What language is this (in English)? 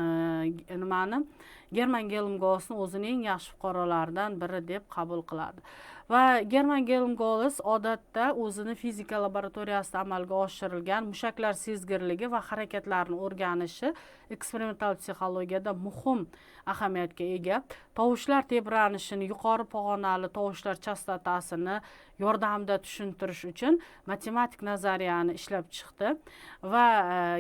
Uzbek